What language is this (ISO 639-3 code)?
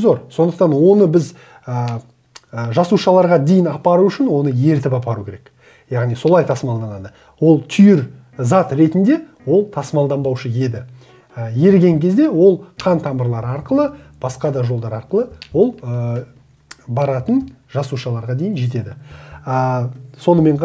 kaz